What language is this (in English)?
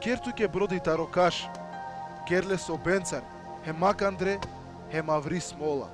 Balkan Romani